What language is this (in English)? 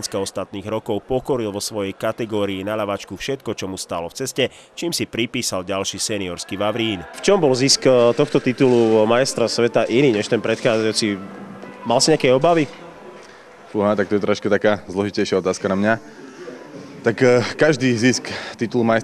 Slovak